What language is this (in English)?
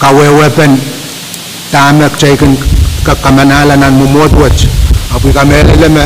Pohnpeian